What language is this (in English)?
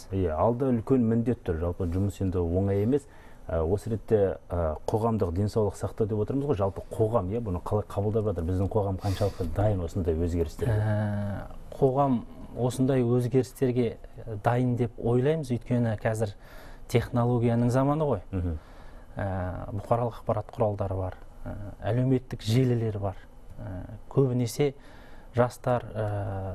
Kazakh